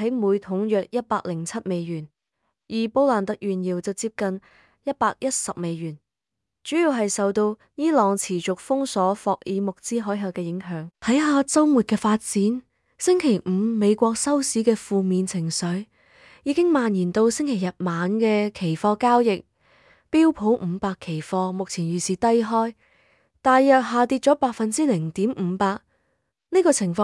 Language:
Cantonese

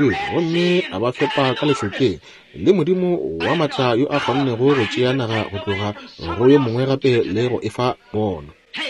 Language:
Northern Sotho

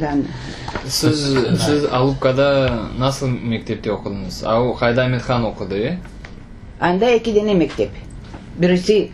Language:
Crimean Tatar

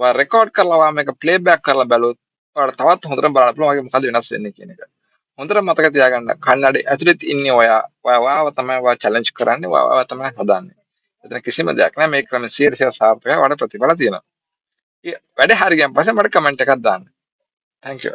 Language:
Sinhala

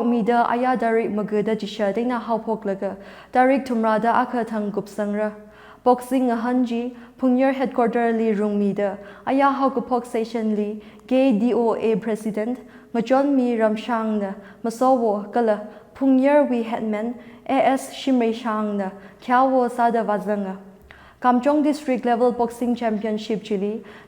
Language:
Tangkhul Naga (India)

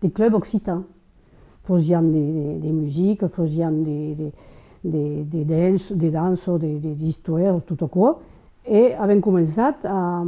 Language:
Occitan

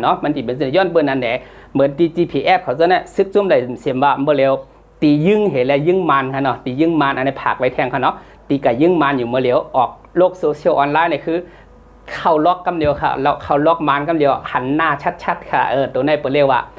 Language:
Shan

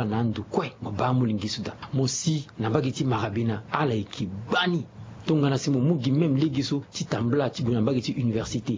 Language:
Sango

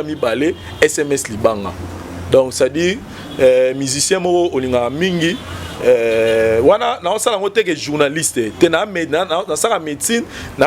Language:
Lingala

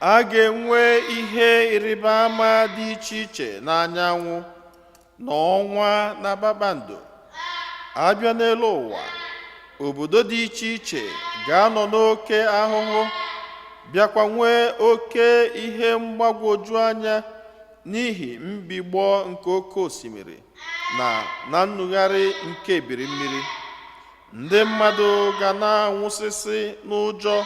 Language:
Igbo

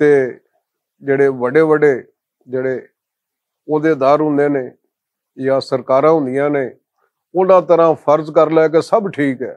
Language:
Western Panjabi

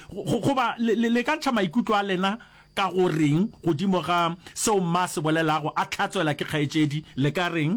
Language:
Northern Sotho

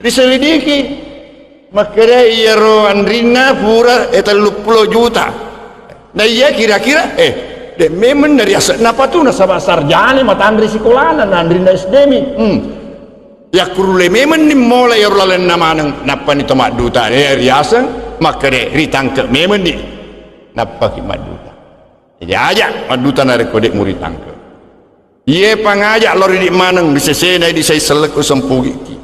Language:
Buginese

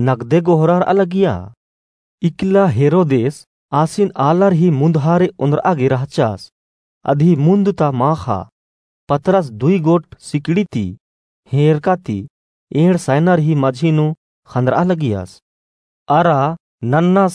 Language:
Kurukh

